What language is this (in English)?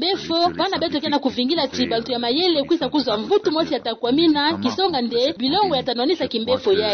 Kituba (Democratic Republic of Congo)